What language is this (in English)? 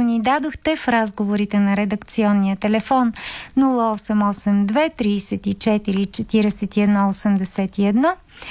Bulgarian